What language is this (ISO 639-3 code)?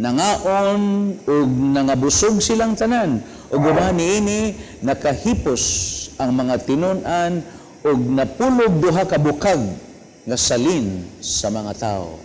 ceb